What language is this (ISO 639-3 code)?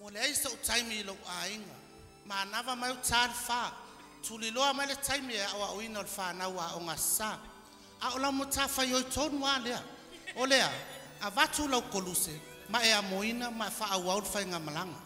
smo